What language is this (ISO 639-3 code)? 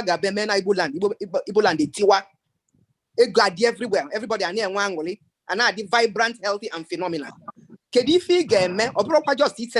ibo